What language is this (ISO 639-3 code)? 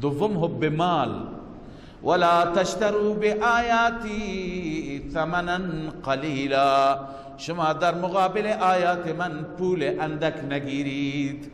fas